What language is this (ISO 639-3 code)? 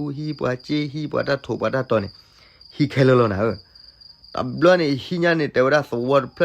ksw